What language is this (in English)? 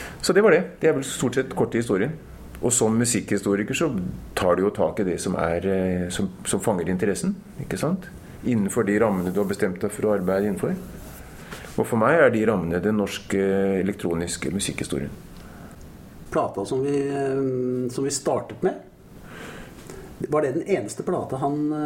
Norwegian